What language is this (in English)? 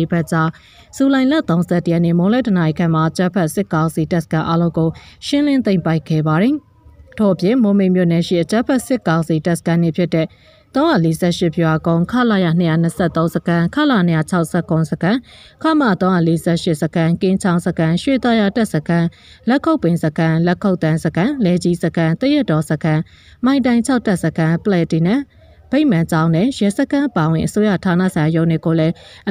Burmese